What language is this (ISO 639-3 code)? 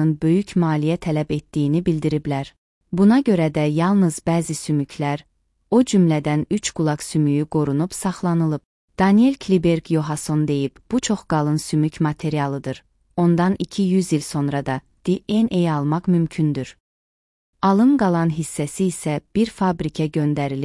aze